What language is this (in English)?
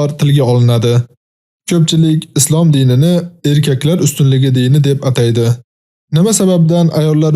Uzbek